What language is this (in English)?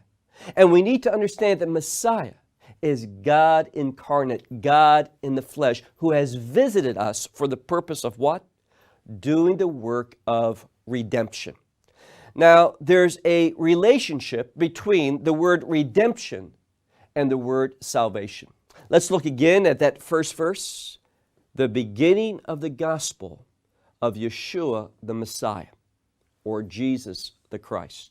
English